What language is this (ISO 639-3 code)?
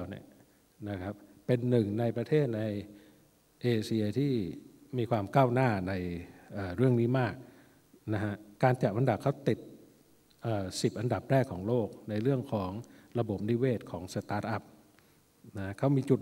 tha